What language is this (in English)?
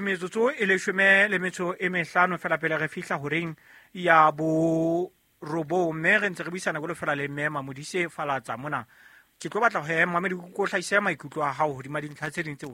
Southern Sotho